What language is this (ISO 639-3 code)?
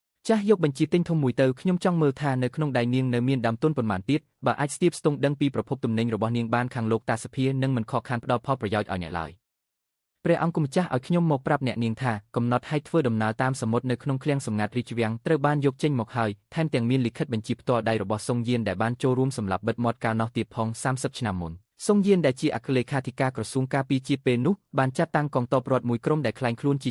khm